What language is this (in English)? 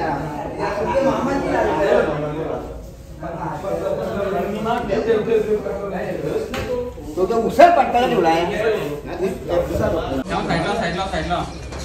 Marathi